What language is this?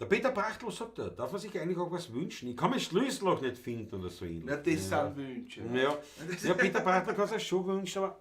Bavarian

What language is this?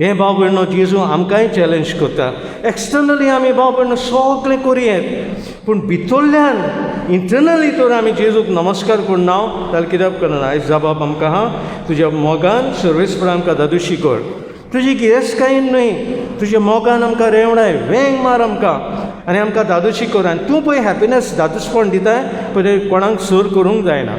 Konkani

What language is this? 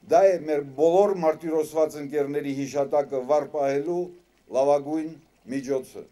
Armenian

